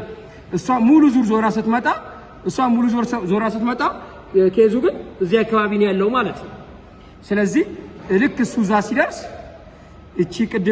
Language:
Amharic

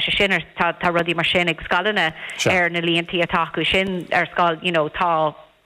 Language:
Irish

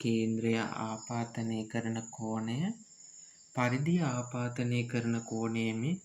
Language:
Sinhala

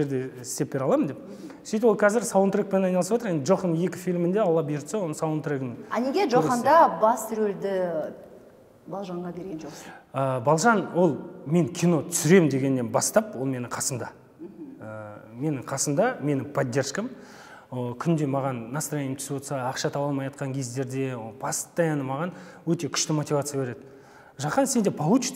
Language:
Kazakh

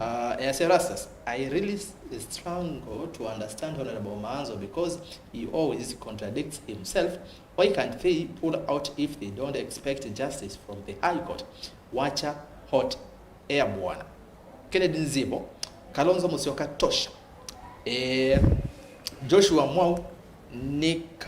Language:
Kamba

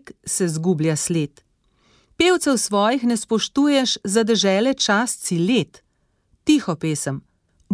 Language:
Slovenian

